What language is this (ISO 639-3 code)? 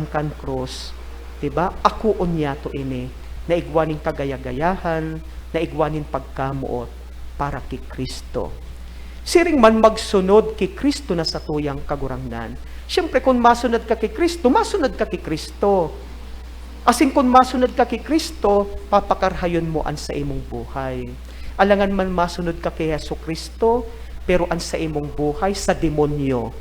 bik